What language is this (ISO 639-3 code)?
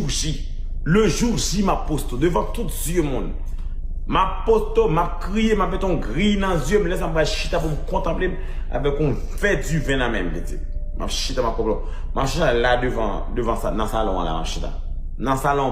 hat